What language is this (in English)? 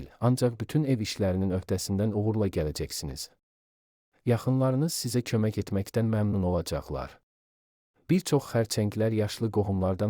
Azerbaijani